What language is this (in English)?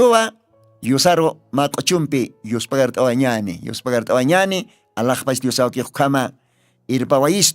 Aymara